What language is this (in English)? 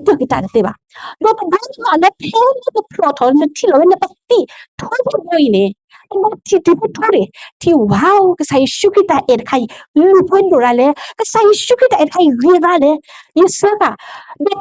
S'gaw Karen